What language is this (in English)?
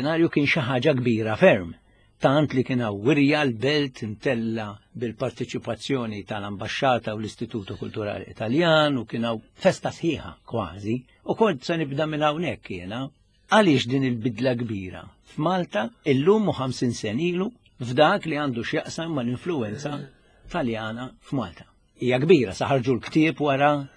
Maltese